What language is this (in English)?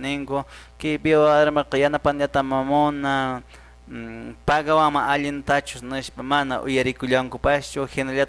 Quechua